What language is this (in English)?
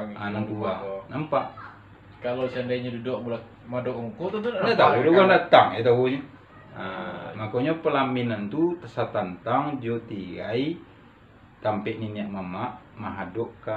Minangkabau